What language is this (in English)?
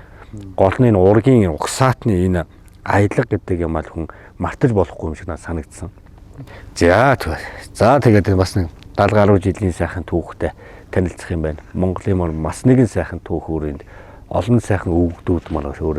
Mongolian